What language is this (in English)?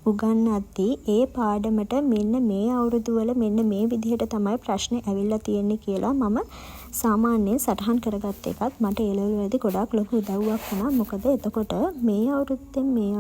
Sinhala